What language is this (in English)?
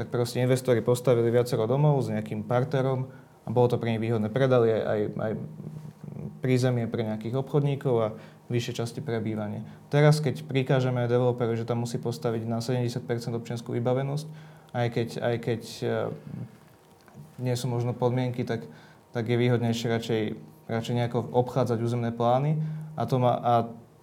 Slovak